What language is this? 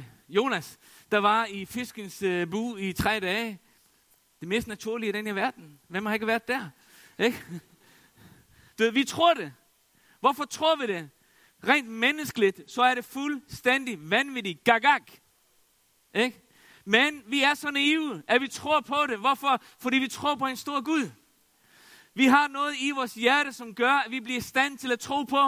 Danish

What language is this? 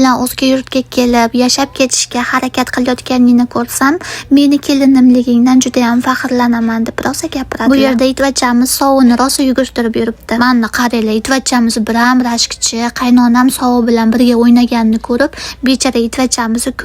Uzbek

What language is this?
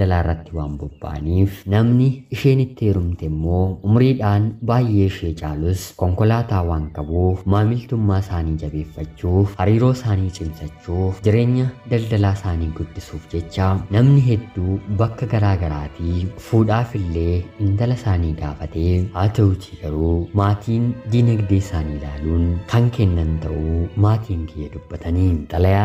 Oromo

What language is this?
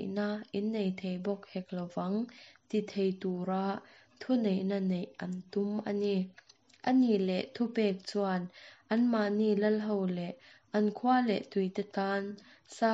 Mizo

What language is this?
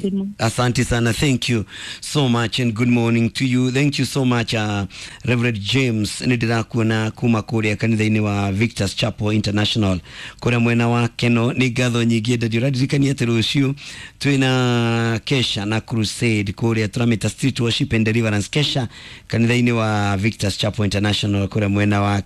Kikuyu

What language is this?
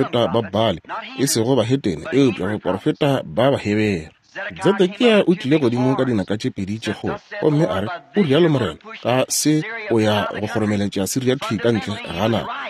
Northern Sotho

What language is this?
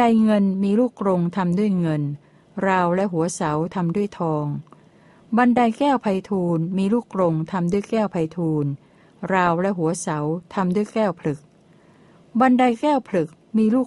Thai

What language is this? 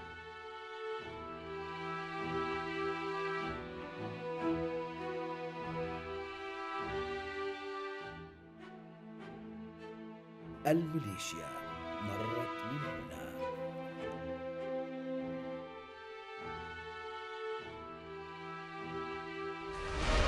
Arabic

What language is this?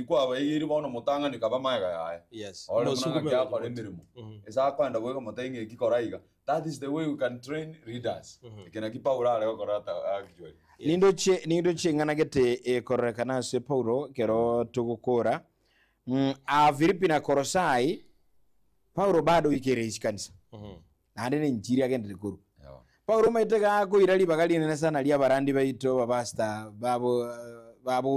Gusii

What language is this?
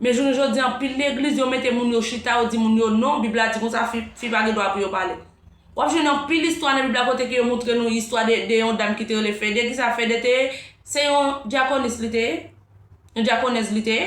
Haitian Creole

